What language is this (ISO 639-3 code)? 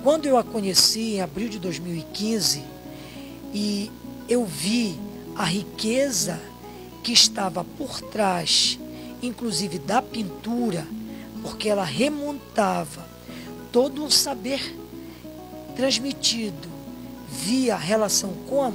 por